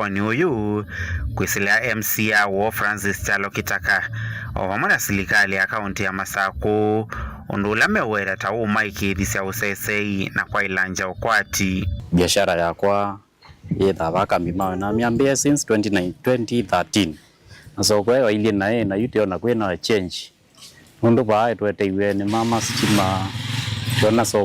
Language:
Kamba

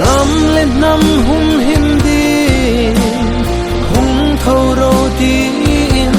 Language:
Hmar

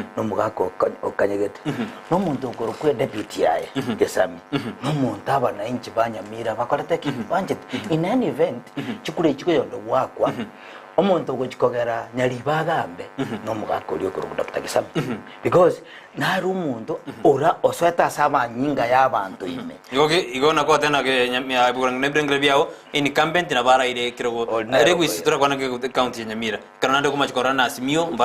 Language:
Gusii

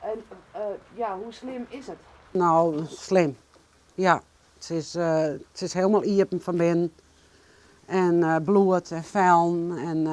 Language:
Western Frisian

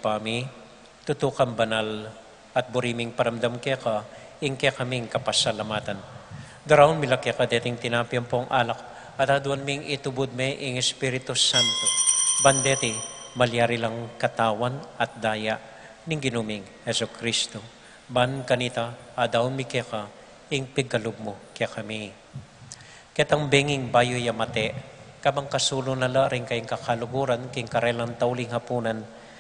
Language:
Pampanga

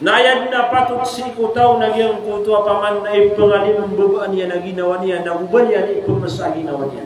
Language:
Maranao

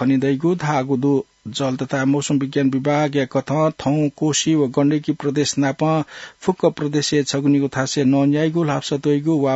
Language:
Newari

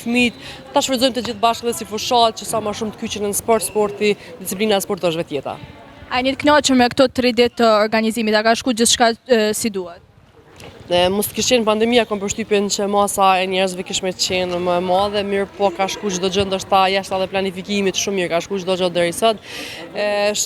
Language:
Albanian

